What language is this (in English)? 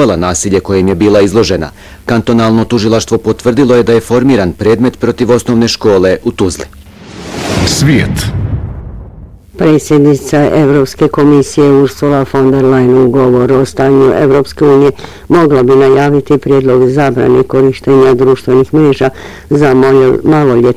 Bosnian